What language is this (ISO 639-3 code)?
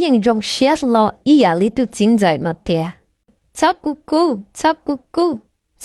hmn